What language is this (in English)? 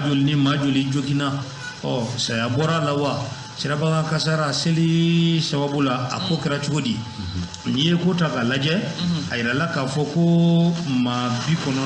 Bambara